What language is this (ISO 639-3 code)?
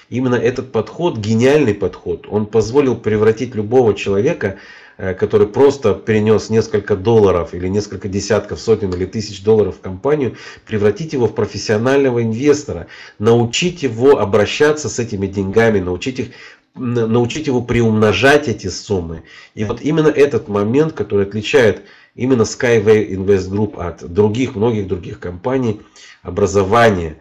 rus